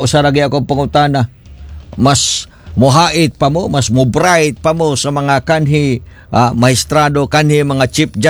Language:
Cebuano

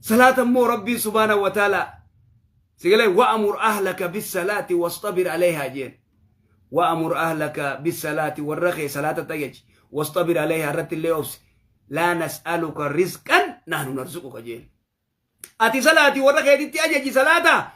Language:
Oromo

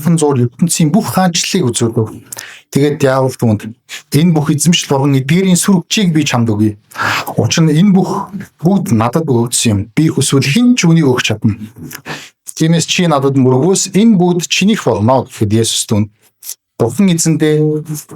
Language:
Mongolian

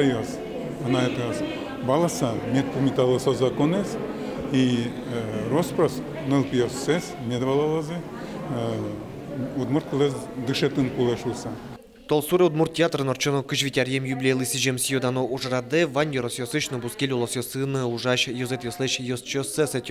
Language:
Udmurt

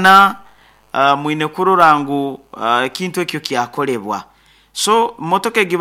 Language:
Nyoro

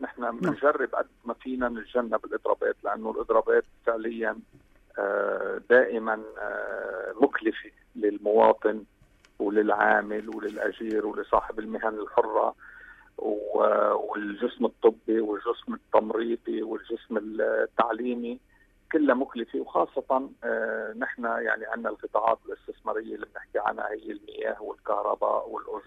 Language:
North Levantine Arabic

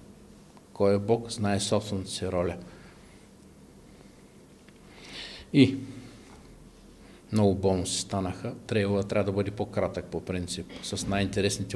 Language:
Bulgarian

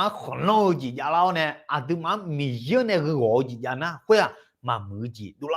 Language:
Akha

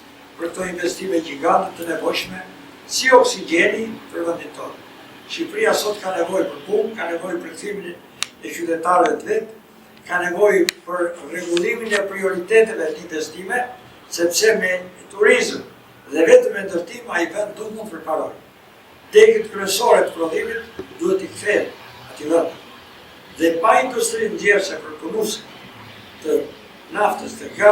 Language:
Albanian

